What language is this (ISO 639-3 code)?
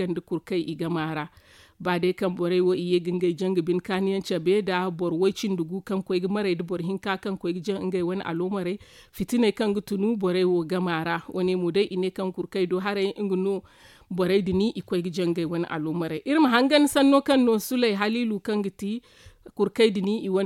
dje